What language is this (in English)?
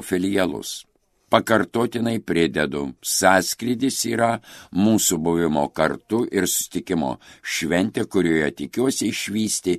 Lithuanian